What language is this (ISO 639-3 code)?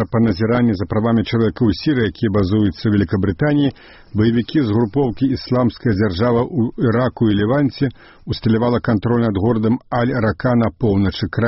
bel